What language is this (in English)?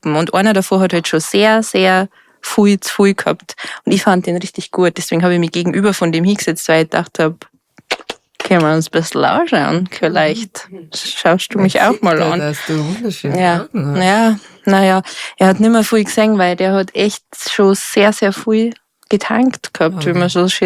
Bavarian